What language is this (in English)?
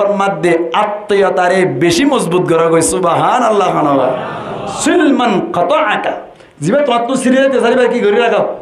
Rohingya